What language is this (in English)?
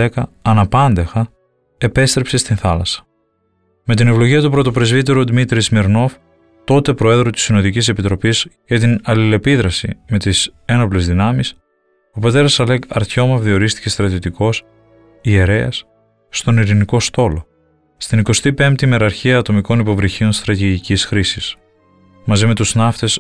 Greek